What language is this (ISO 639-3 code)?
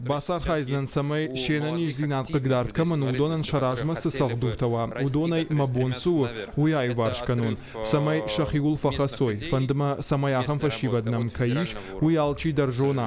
oss